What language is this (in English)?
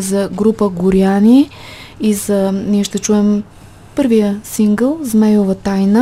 Bulgarian